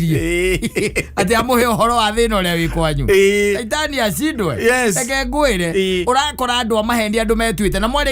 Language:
Kikuyu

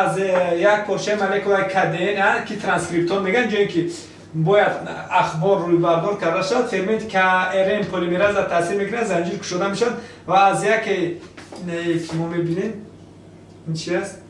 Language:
Tajik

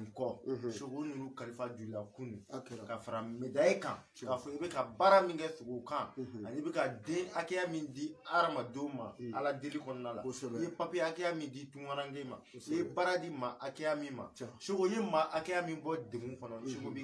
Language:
Bambara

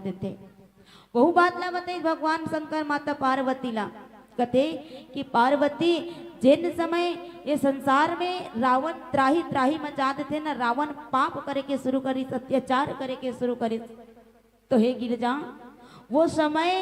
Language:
Chhattisgarhi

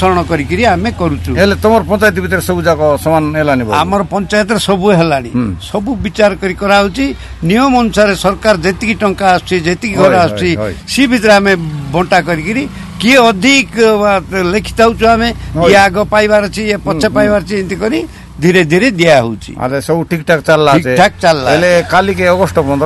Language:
Odia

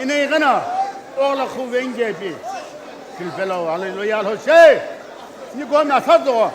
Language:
Sumi Naga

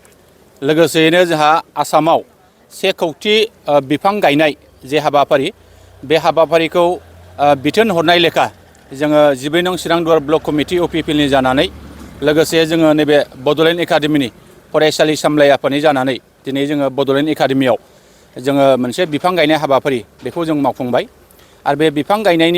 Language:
Bodo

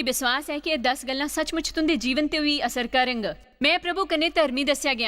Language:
Dogri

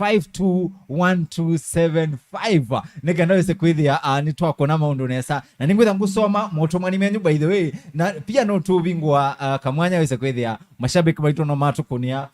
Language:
Kamba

